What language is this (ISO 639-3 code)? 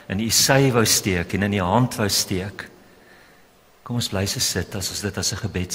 afr